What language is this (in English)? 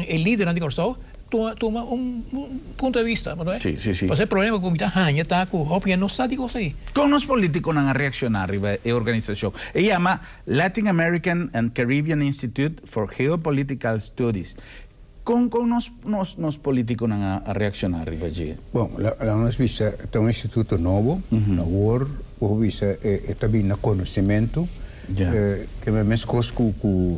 Papiamento